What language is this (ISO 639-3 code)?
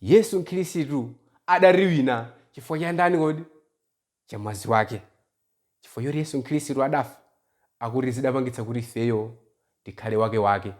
nya